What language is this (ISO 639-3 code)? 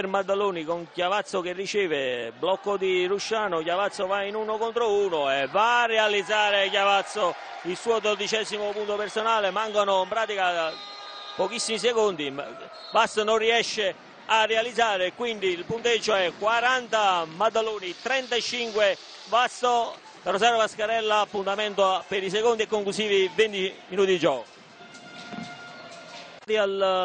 ita